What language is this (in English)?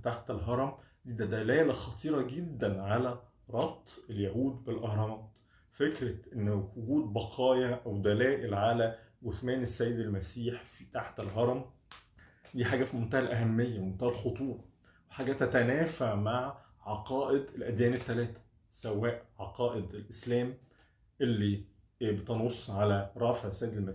Egyptian Arabic